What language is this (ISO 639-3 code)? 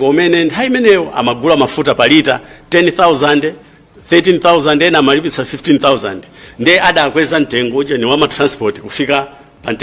nya